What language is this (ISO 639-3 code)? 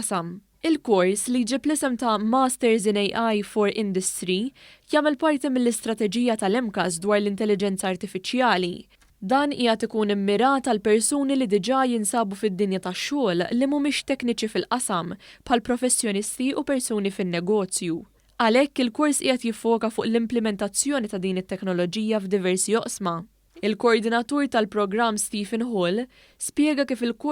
mlt